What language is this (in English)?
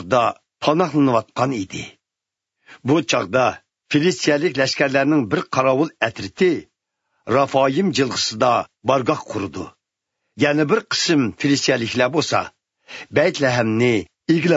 Uyghur